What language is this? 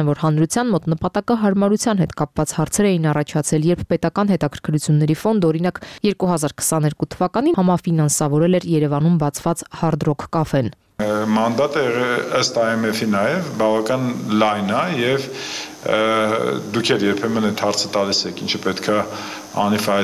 Armenian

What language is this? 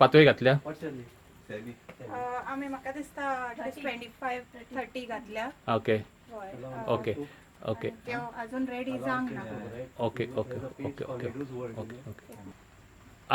Konkani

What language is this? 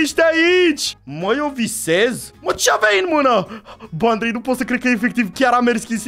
Romanian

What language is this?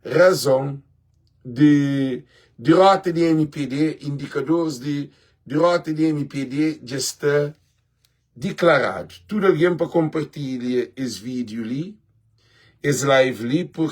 Kabuverdianu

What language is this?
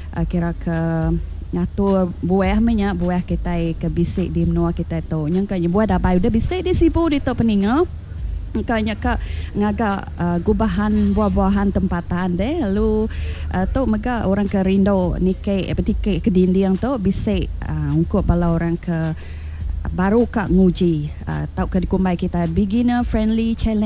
Iban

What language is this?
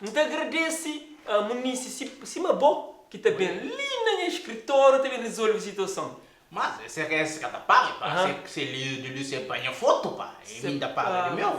Kabuverdianu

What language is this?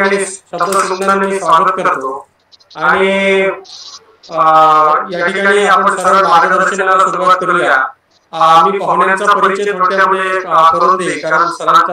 Marathi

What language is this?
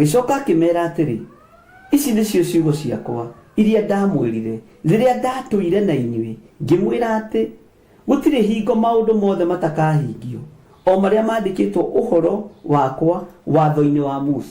Kikuyu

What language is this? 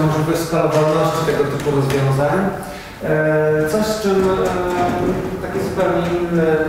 Polish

